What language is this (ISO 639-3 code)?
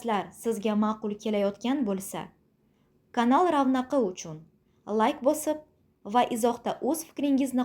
uzb